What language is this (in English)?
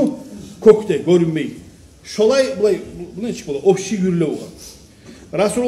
Kumyk